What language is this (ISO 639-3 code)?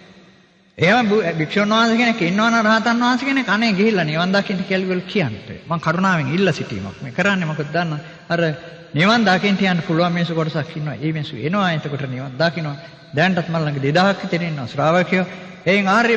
sin